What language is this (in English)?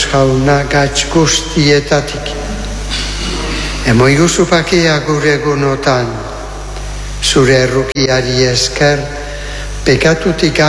Basque